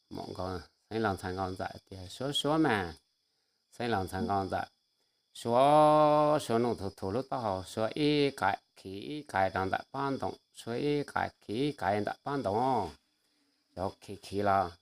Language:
Hmong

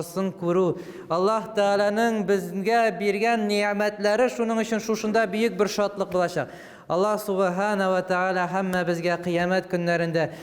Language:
Tatar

